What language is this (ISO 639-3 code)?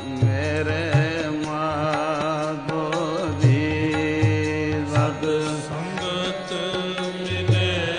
pan